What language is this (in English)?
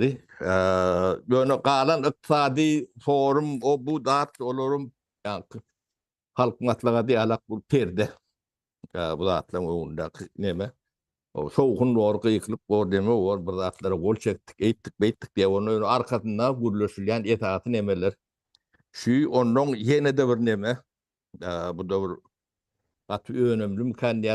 Turkmen